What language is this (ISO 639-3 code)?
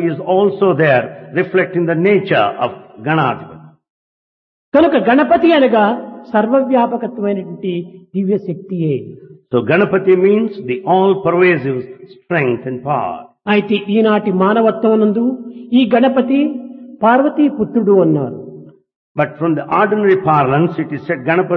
tel